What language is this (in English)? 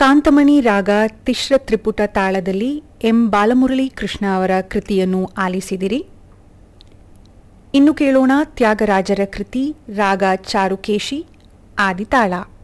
Kannada